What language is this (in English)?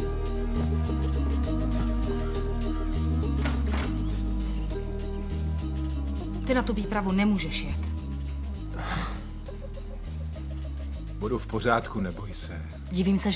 Czech